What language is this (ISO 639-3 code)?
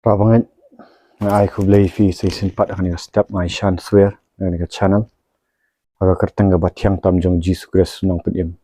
kha